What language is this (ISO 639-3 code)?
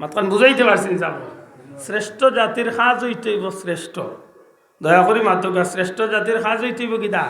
syl